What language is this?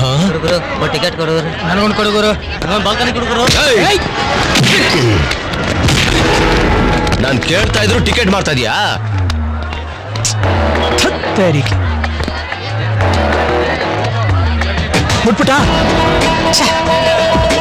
Kannada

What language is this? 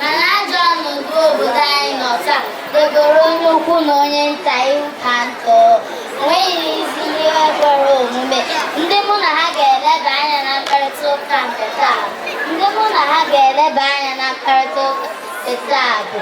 Igbo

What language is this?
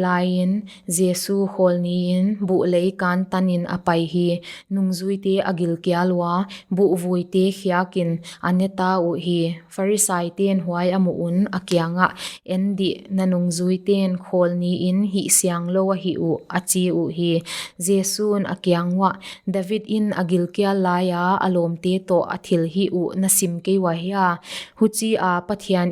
Paite Chin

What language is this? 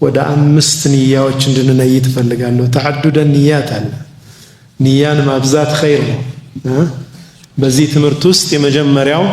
Amharic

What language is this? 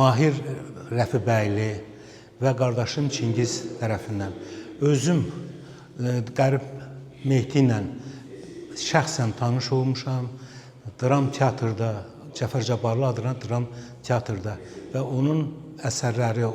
Azerbaijani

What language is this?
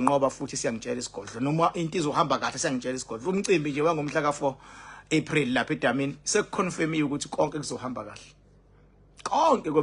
Zulu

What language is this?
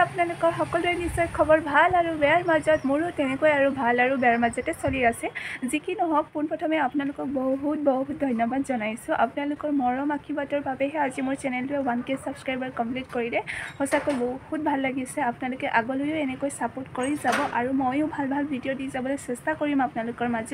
Assamese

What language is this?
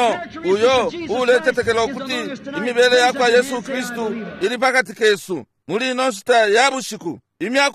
Bemba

